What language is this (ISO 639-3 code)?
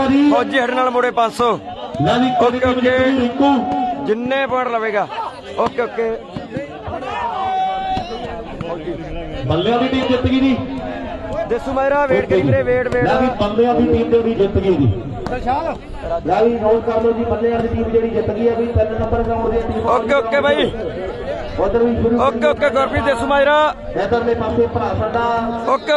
pan